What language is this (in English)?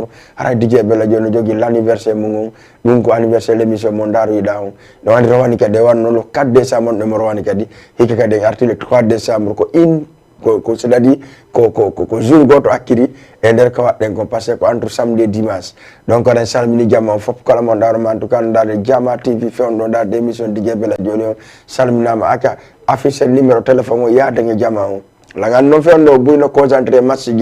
Fula